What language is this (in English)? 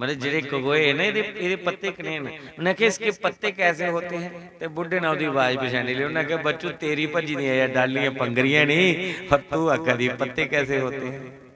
Dogri